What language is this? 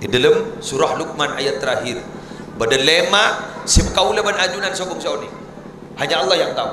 Madurese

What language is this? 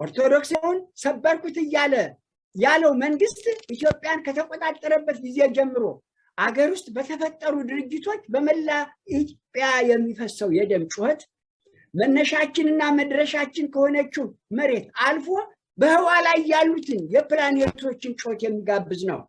Amharic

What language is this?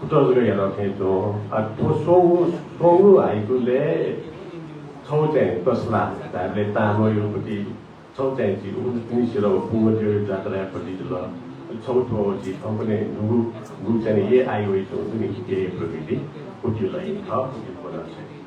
Newari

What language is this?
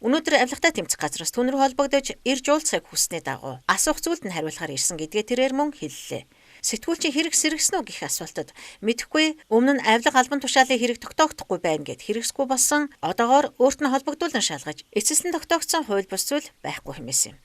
Mongolian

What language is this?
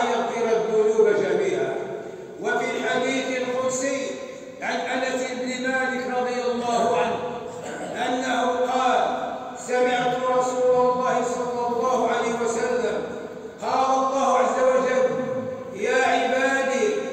Arabic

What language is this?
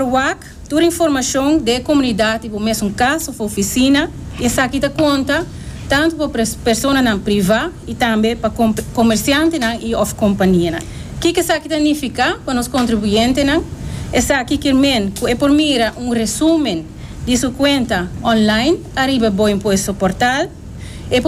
Papiamento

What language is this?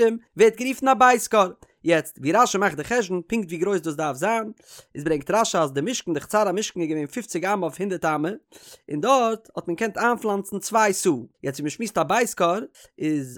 Yiddish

